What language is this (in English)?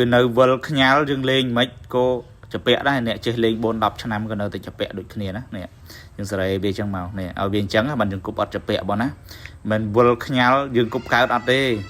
Khmer